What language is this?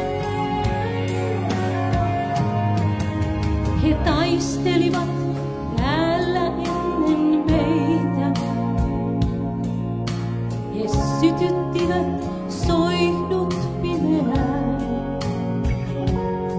Finnish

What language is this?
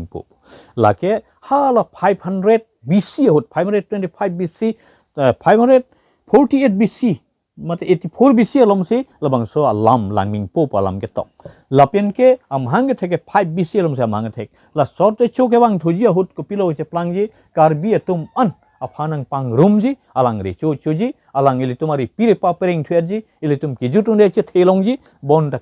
Karbi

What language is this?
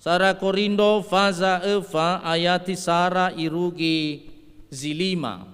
Nias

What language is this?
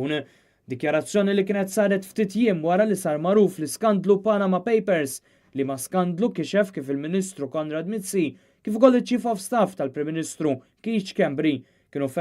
Maltese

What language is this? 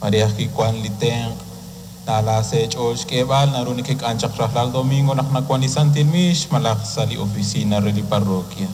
Kekchí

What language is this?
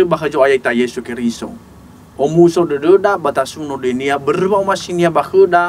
Nias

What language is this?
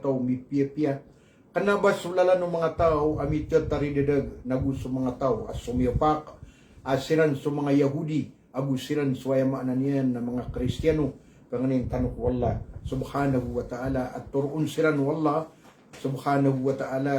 Maranao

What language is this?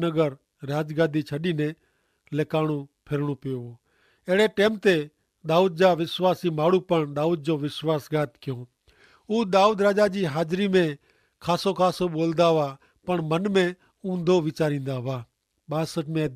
Kachhi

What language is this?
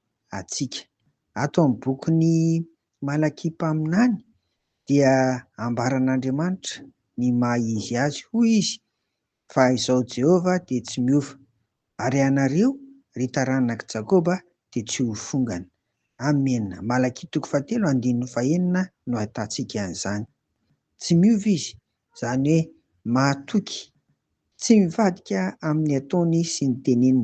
Malagasy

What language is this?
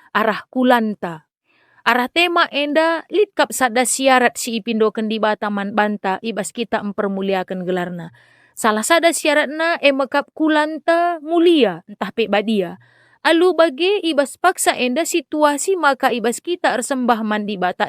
Batak Karo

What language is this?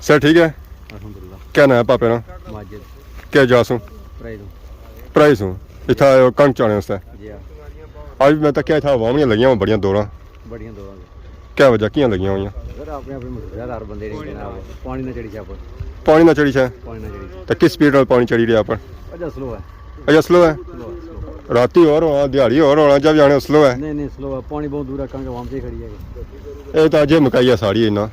Pahari-Potwari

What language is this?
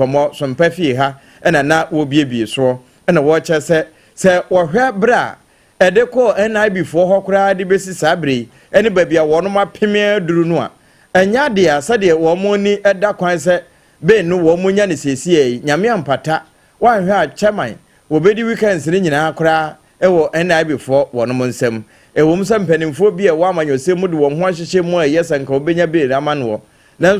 Akan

